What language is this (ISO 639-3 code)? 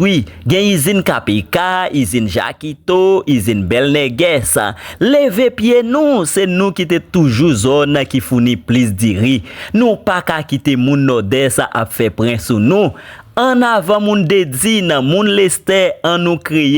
hat